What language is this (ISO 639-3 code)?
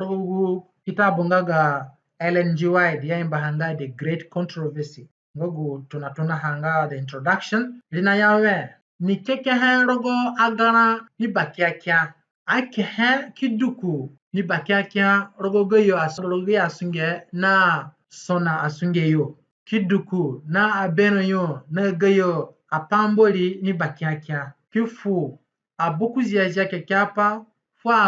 zne